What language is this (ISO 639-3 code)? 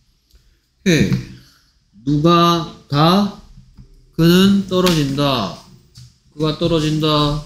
kor